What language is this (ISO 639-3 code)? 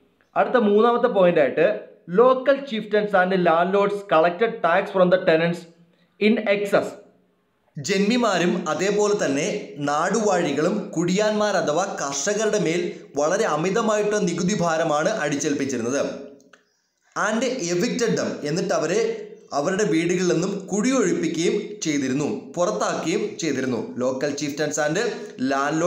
mal